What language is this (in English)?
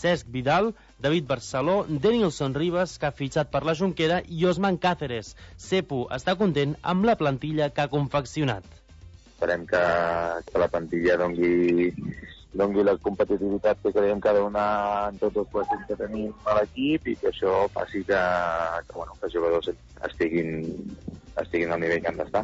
Catalan